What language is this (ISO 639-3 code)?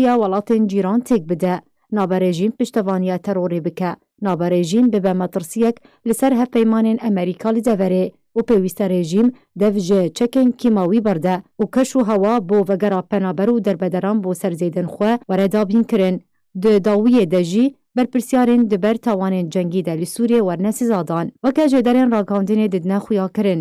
kur